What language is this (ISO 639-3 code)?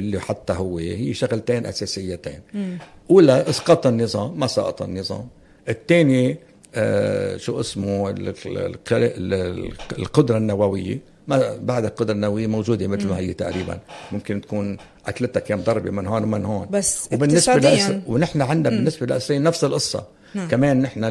apc